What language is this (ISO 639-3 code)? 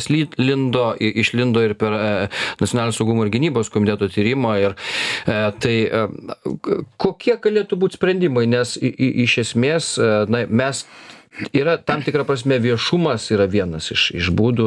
lit